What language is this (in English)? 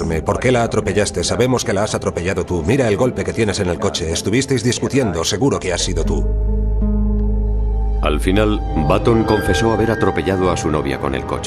Spanish